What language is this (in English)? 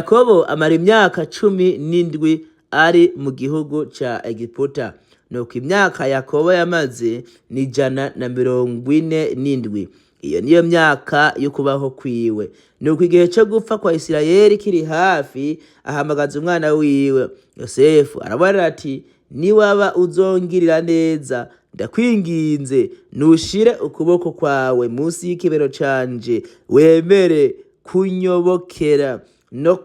Rundi